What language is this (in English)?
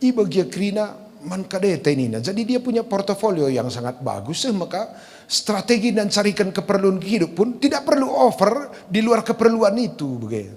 Batak Karo